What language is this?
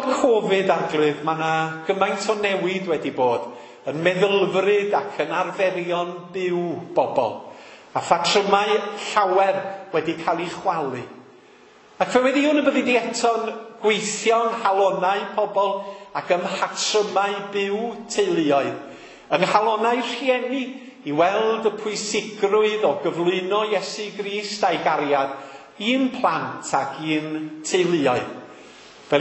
Welsh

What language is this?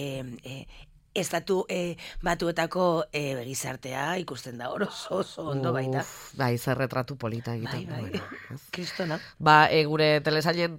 Basque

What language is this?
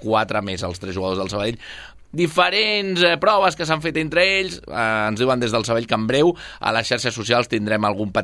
Catalan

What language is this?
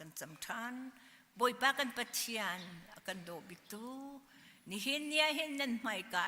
Hakha Chin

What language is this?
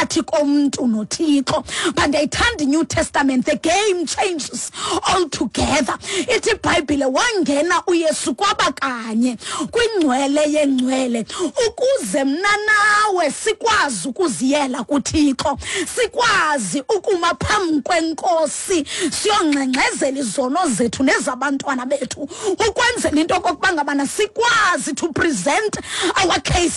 Xhosa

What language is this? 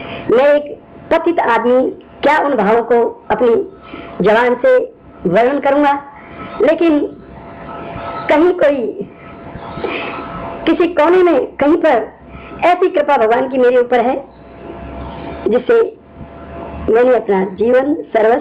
Hindi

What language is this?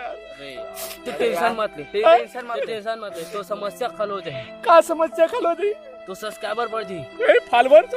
Chhattisgarhi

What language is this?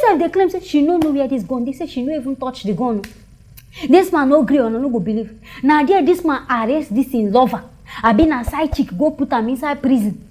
Nigerian Pidgin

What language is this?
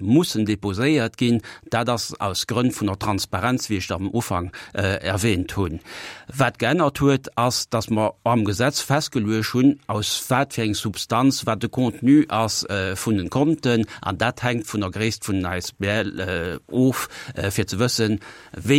Luxembourgish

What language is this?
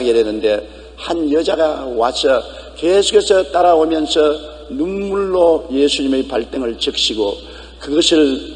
Korean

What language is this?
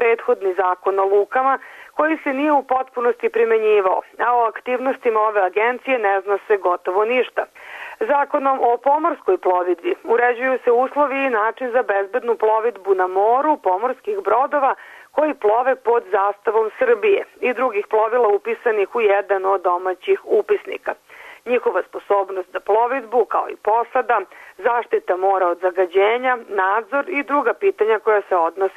Serbian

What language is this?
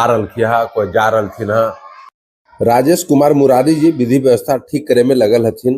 Magahi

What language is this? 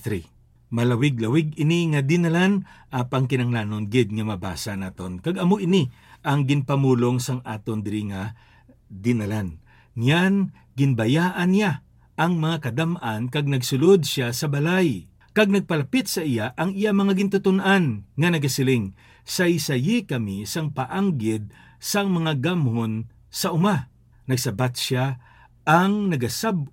Hiligaynon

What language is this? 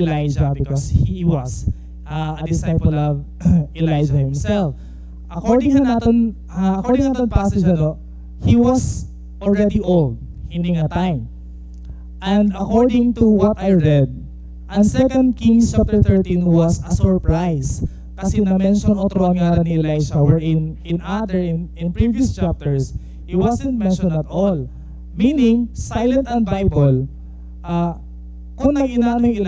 Waray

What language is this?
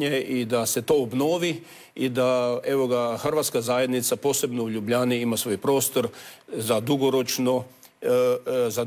Croatian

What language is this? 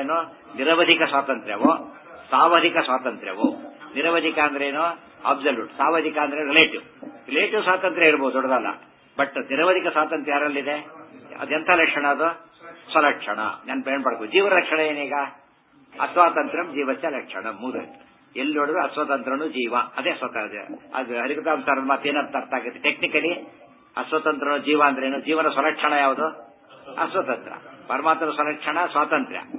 Kannada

